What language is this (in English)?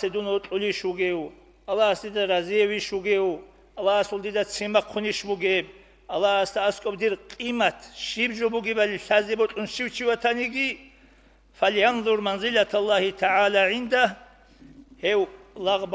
Avaric